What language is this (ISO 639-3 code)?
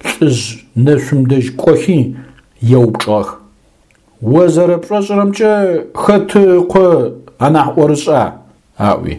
ady